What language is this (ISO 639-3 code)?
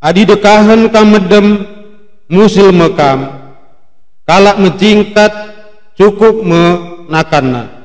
btx